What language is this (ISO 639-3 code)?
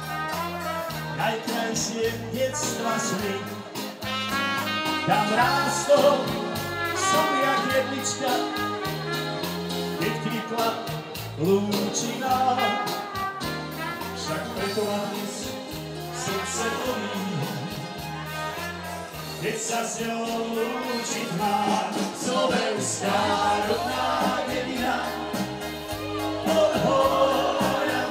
slk